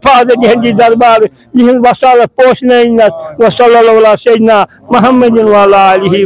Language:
Kashmiri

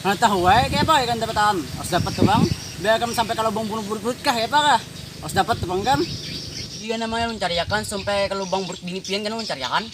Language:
Banjar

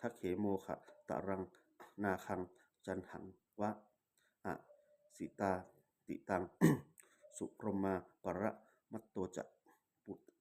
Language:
Pali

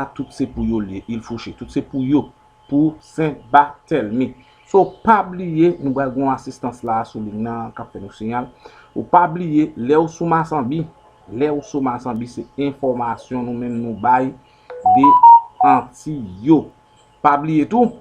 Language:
Haitian Creole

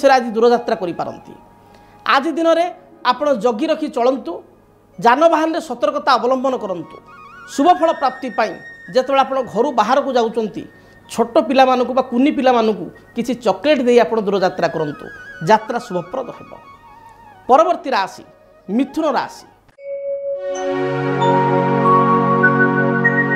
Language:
Odia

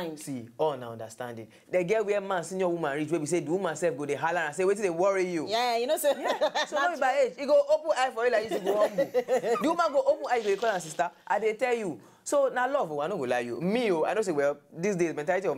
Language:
Nigerian Pidgin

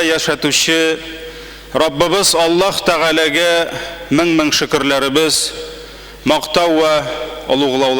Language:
Tatar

